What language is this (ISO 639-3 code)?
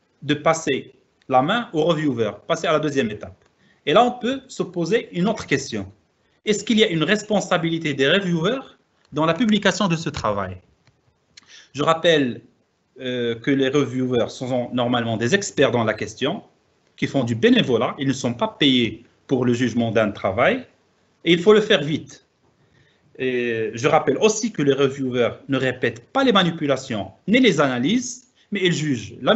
fra